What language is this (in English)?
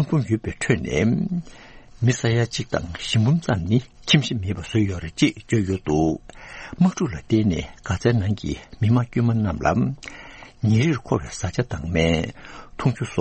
Tibetan